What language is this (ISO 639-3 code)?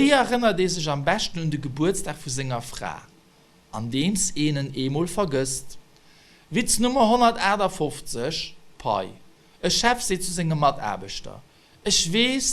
ltz